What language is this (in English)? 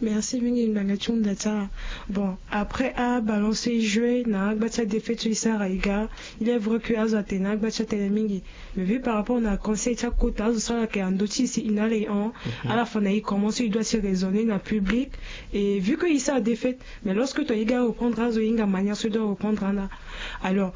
Sango